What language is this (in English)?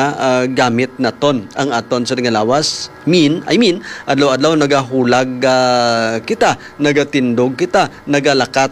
Hiligaynon